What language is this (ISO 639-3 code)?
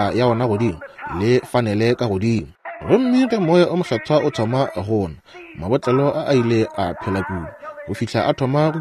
nso